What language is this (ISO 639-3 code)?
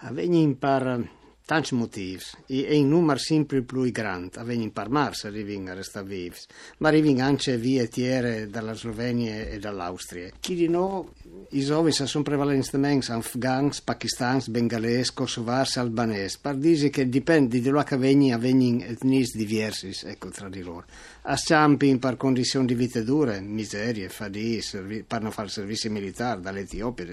fur